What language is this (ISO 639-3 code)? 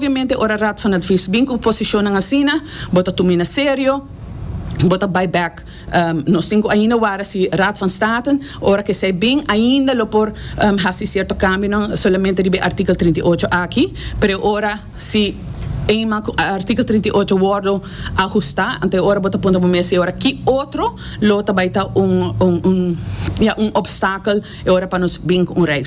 pap